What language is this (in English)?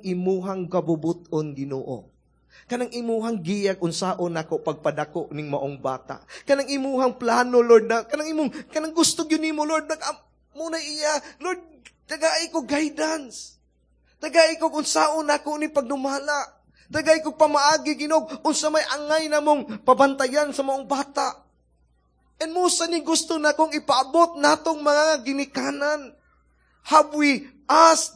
Cebuano